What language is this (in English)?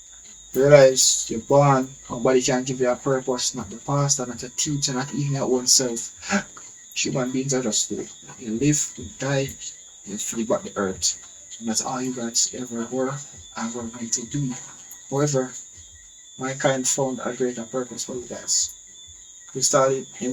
Jamaican Creole English